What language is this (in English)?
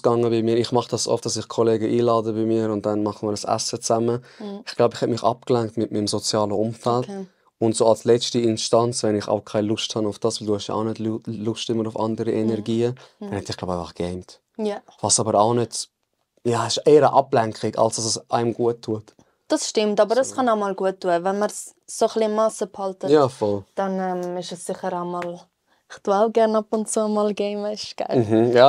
Swiss German